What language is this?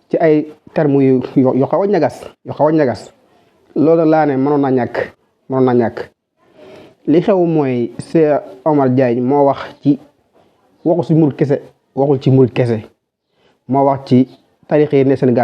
Wolof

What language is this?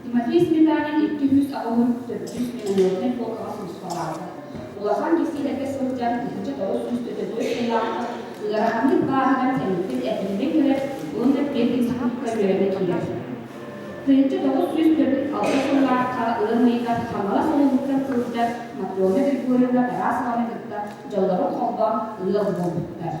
Yakut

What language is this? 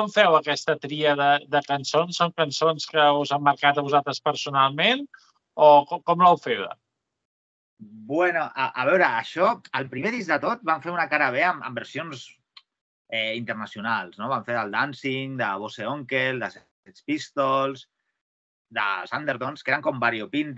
Catalan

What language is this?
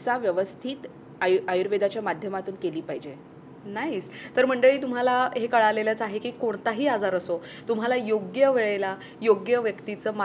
Marathi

